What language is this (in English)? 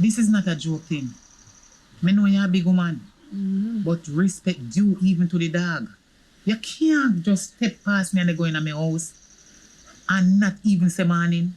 Jamaican Creole English